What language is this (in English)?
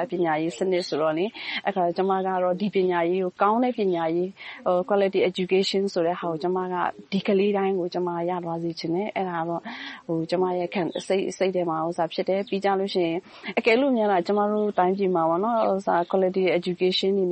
Burmese